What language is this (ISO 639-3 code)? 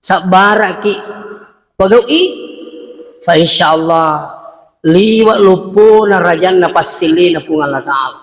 bug